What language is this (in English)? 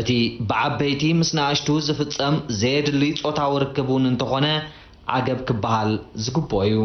Tigrinya